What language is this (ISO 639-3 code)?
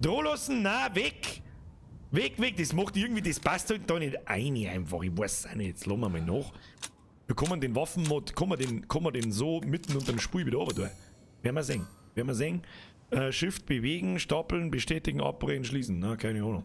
bar